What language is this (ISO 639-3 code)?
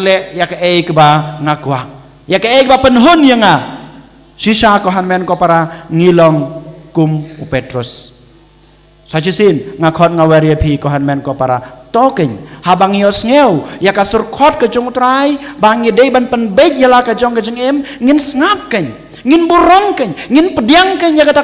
kha